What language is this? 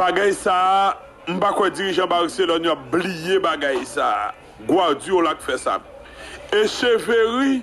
Haitian Creole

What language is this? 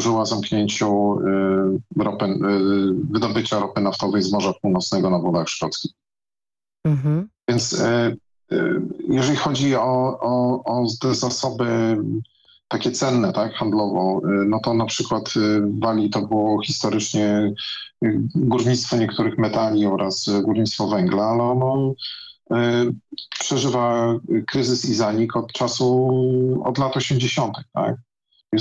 Polish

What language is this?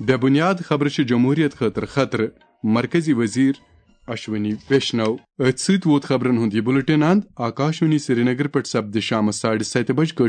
Kashmiri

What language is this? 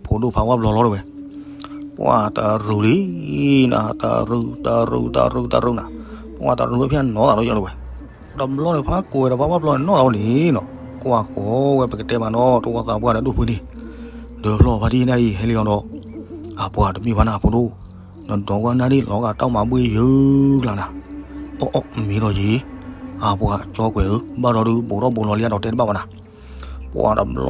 S'gaw Karen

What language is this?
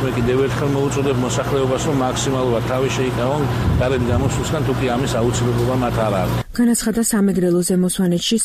Georgian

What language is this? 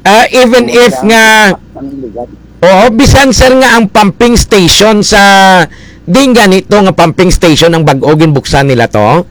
Hiligaynon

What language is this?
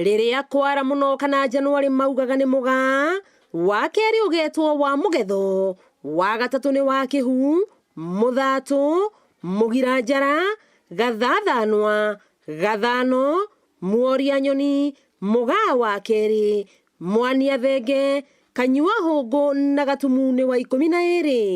Kikuyu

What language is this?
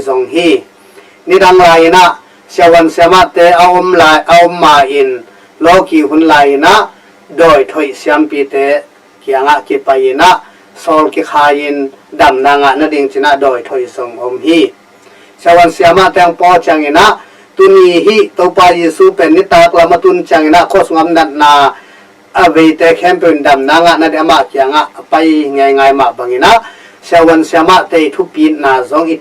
Tedim Chin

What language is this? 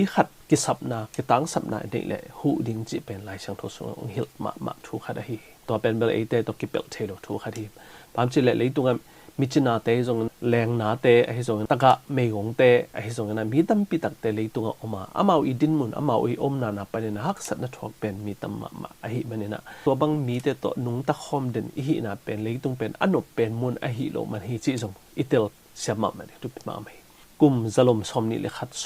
Tedim Chin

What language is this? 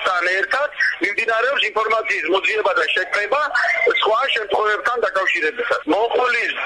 Georgian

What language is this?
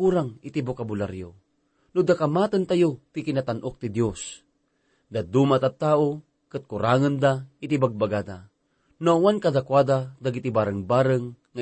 Iloko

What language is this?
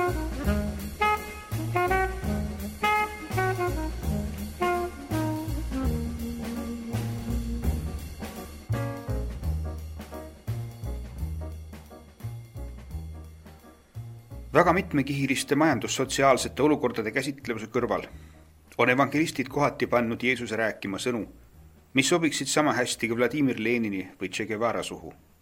Estonian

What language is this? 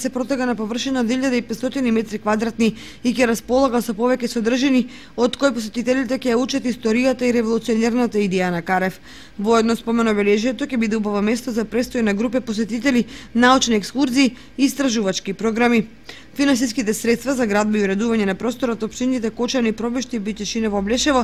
Macedonian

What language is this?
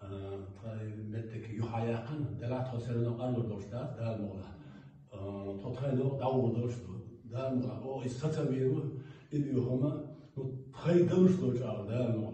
Chechen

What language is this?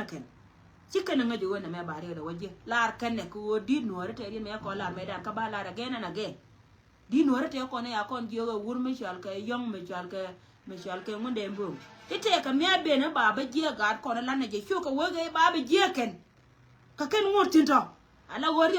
Nuer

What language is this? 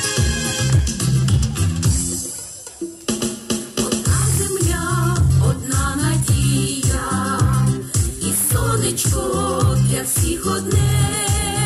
Ukrainian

